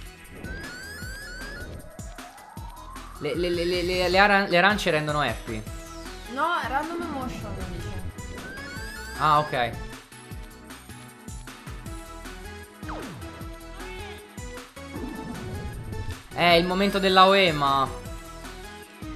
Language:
Italian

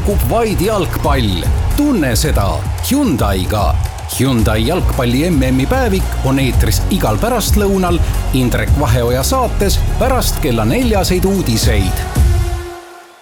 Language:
Estonian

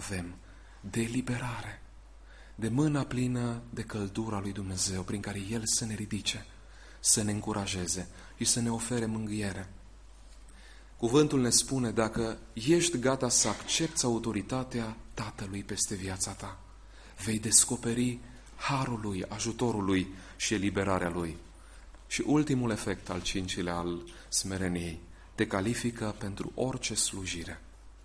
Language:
Romanian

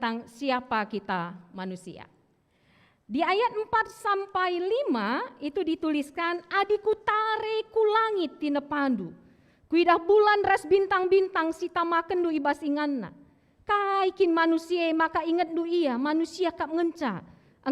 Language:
Batak Karo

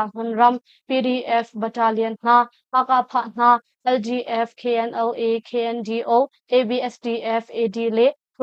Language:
Hakha Chin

